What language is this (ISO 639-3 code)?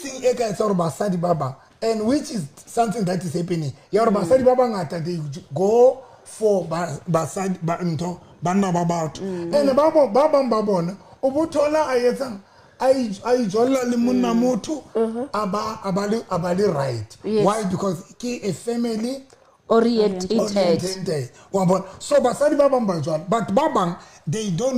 sot